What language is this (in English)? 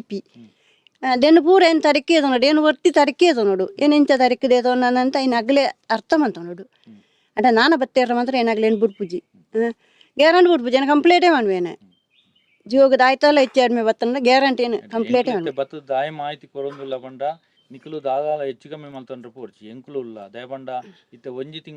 Tulu